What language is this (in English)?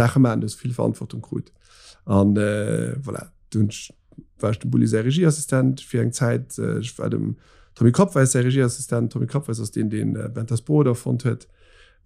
Luxembourgish